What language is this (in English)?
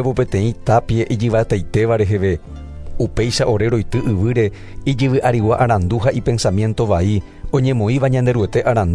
Guarani